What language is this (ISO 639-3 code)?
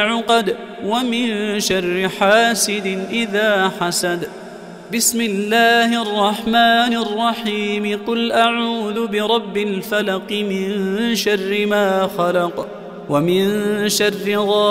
ara